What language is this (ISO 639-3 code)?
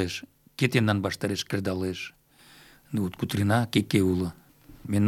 chm